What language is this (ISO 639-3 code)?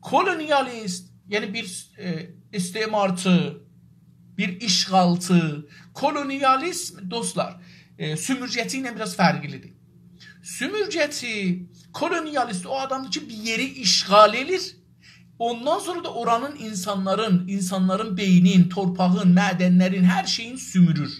azb